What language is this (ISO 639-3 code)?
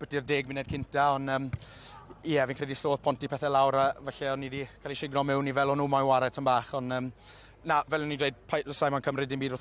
cym